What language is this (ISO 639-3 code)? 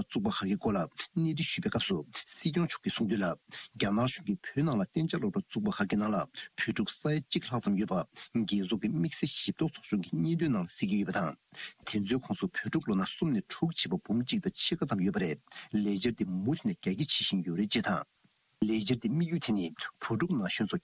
bod